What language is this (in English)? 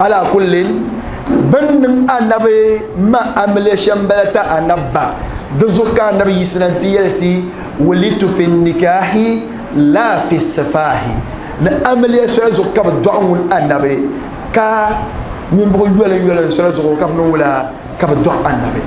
Dagbani